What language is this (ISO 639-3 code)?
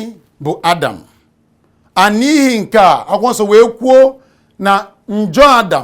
ibo